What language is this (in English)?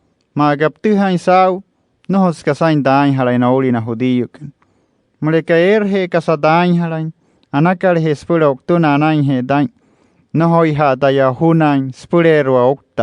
Wayuu